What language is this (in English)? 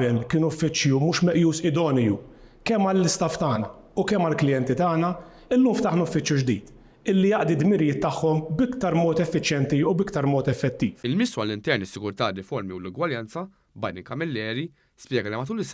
Maltese